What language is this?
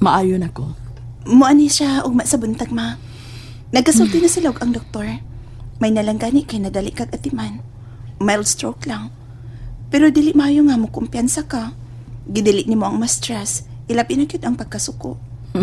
Cebuano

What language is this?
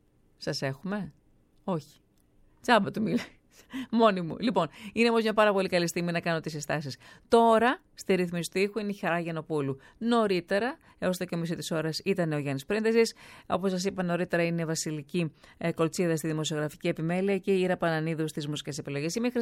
Greek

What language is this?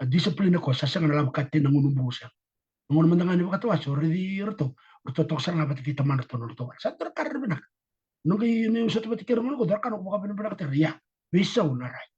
Fijian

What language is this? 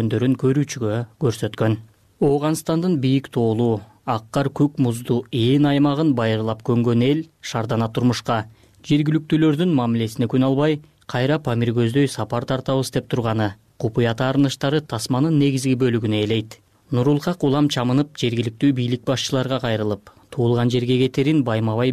Kyrgyz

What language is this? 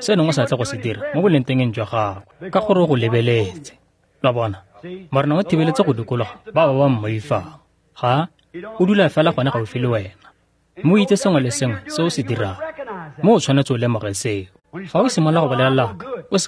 Tswana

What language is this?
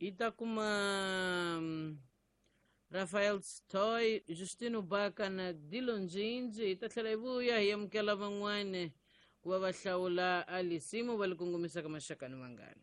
Tsonga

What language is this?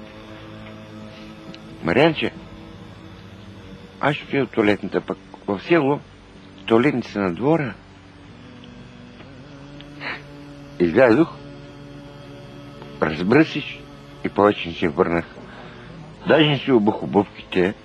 Bulgarian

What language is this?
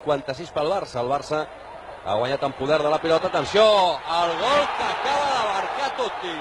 Catalan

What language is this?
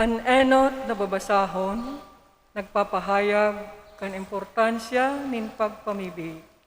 Bikol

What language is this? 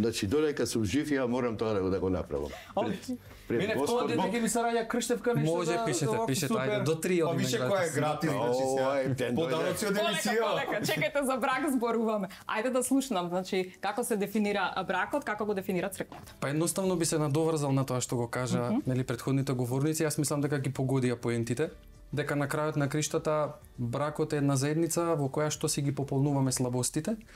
Macedonian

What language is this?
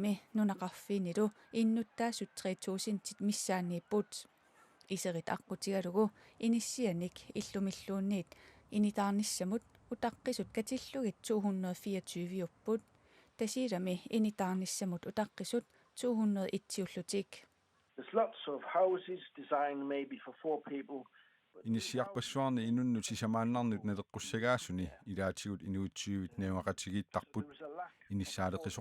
Kalaallisut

